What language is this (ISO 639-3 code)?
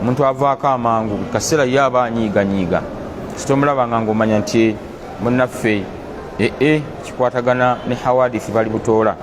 lug